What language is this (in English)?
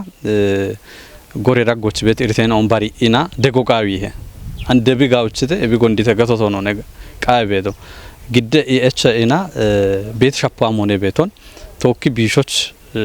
Kafa